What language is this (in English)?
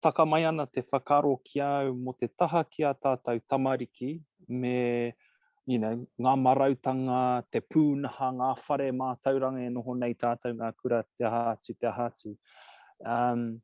Māori